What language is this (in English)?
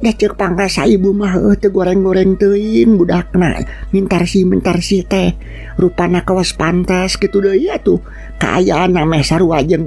Sundanese